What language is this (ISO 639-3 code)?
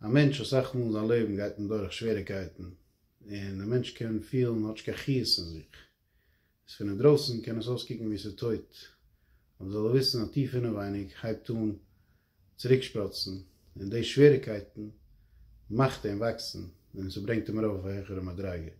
yid